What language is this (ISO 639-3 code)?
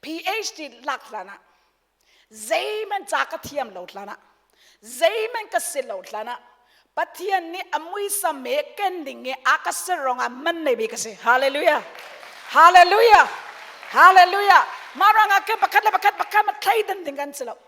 cnh